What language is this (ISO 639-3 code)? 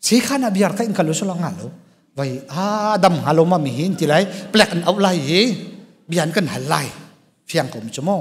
cnh